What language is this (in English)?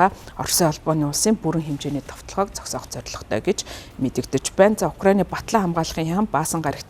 Mongolian